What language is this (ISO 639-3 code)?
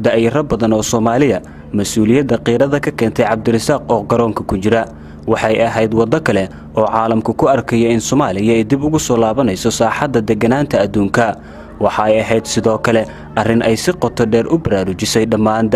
som